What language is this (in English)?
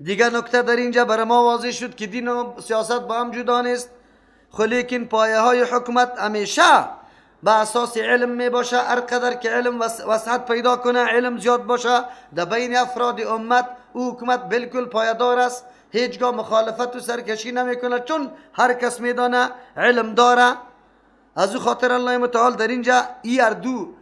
Persian